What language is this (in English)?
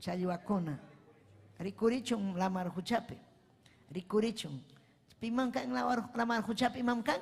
Ayacucho Quechua